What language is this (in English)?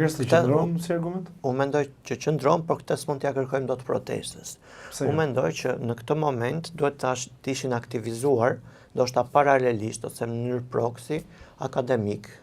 Albanian